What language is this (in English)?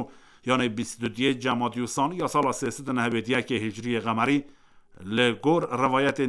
Kurdish